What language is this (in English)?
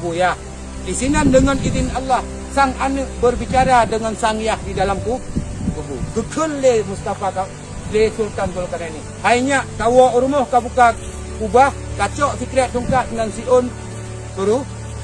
Achinese